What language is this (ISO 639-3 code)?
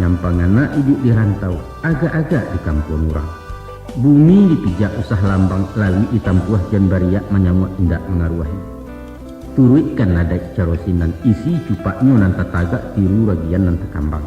min